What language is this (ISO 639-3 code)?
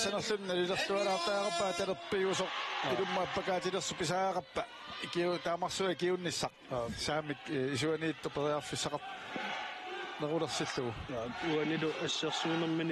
kal